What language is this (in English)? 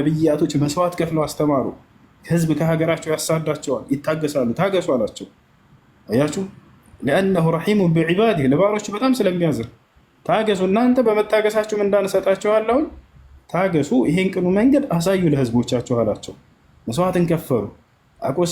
Amharic